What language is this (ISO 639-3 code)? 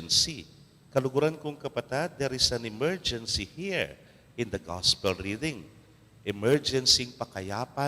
pam